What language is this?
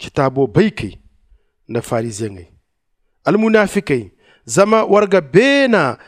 Zarma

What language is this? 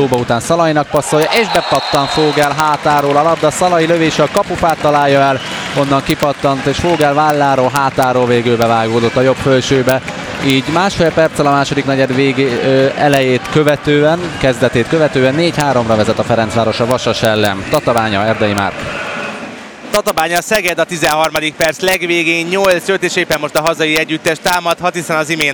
Hungarian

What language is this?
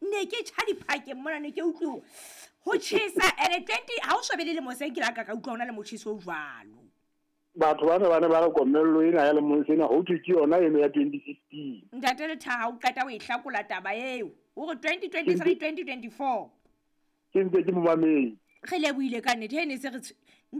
Southern Sotho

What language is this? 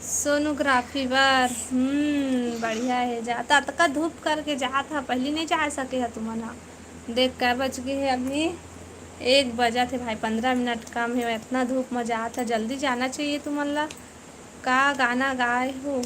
Chhattisgarhi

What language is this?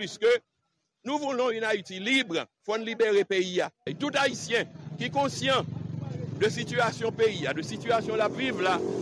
Haitian Creole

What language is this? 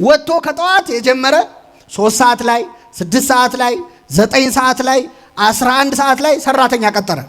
Amharic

